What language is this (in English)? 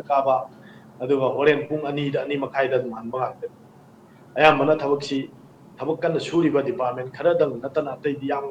Manipuri